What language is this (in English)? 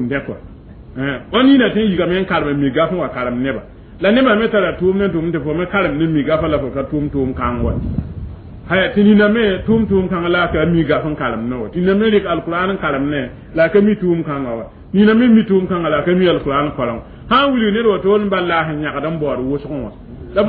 Mossi